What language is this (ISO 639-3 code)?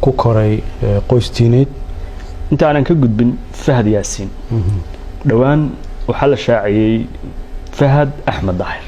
som